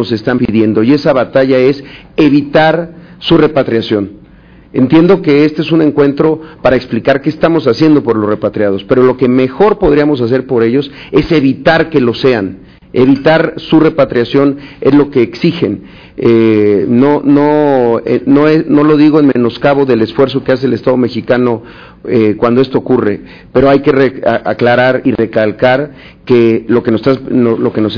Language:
Spanish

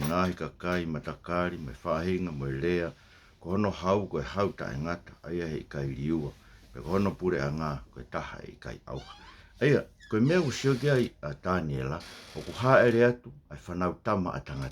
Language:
Tongan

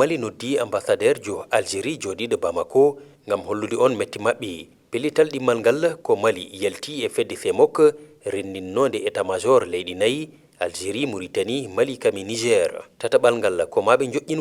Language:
Fula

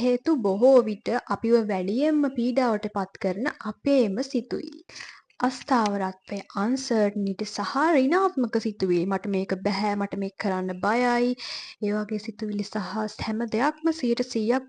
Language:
Sinhala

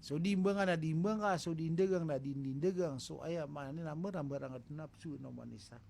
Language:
Maranao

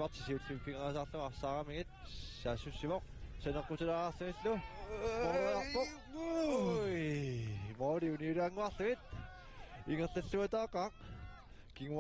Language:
Kalaallisut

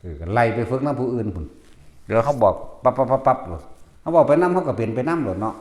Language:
Northeastern Thai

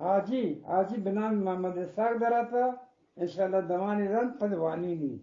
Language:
Eastern Balochi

